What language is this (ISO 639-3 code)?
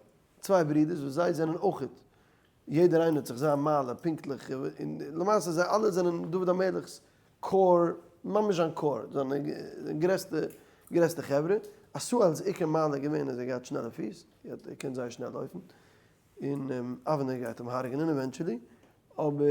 yid